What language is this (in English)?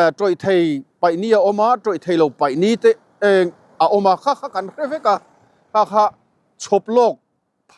Mizo